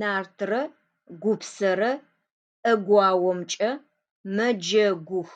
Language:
Adyghe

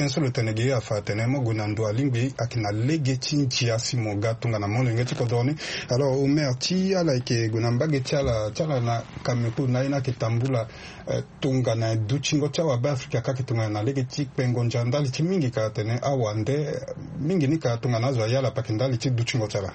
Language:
Sango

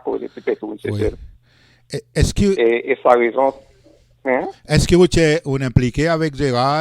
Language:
Seselwa Creole French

